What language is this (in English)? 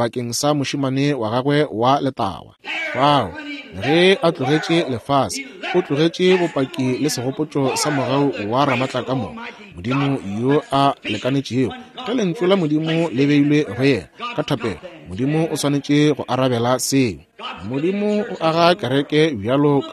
Northern Sotho